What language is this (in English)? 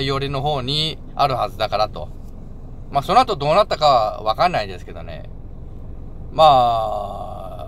Japanese